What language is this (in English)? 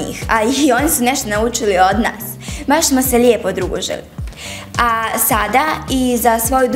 Bosnian